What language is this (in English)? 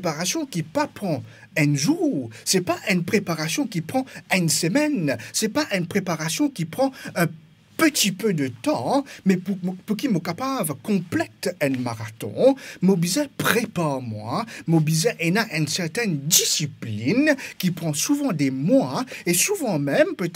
Morisyen